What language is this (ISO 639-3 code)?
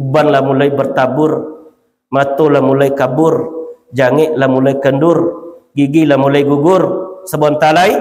min